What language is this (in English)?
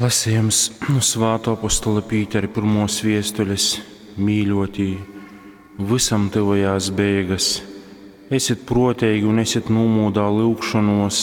Latgalian